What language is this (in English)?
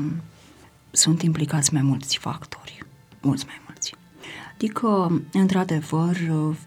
Romanian